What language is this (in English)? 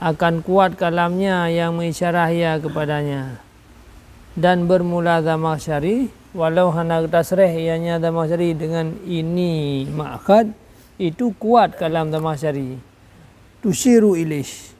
Achinese